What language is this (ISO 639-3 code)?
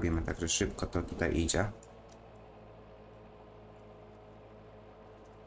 pol